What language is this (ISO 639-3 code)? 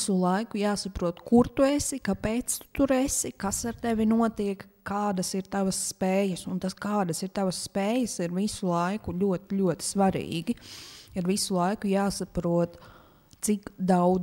lav